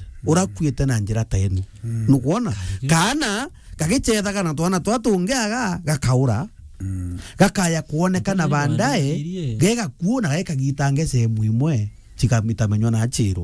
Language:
Meru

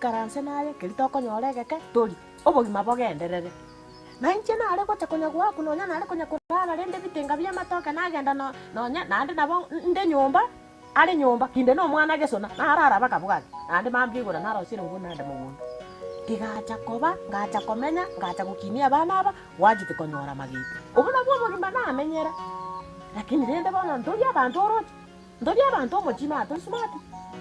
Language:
Gusii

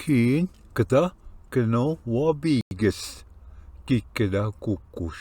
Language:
Ojibwa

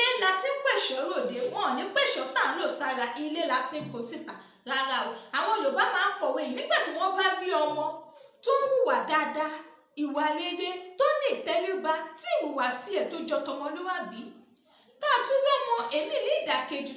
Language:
Yoruba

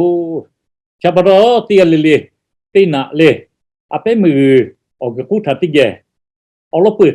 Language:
Lahu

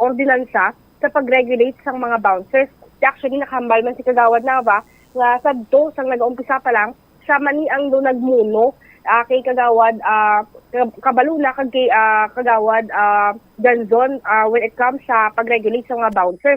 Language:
Hiligaynon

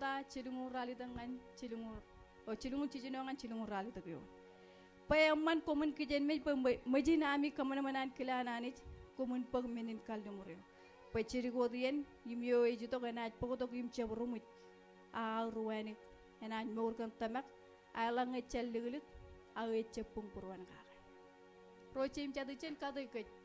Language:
Marshallese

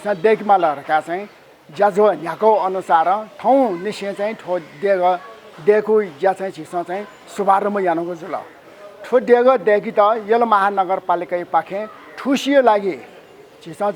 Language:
Newari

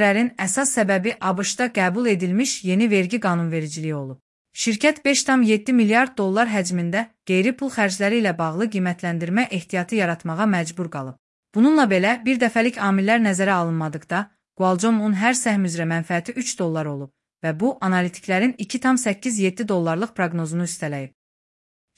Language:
Azerbaijani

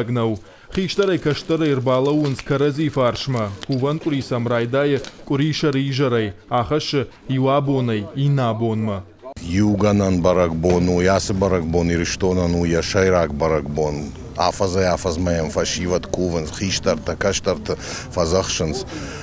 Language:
Ossetic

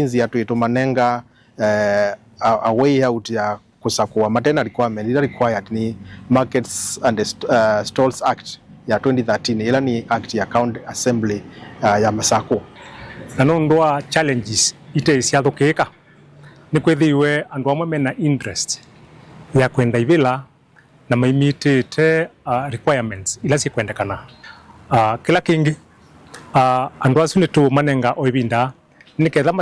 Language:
Kamba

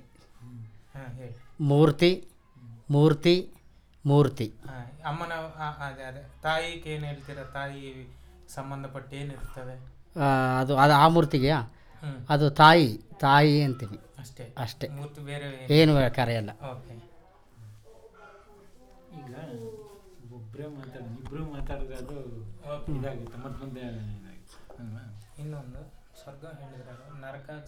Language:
Kannada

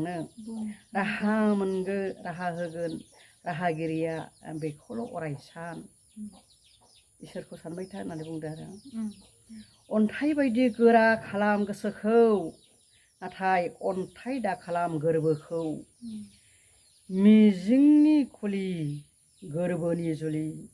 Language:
Bodo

